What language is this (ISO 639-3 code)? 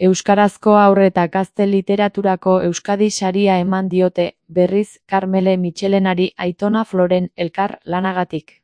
eus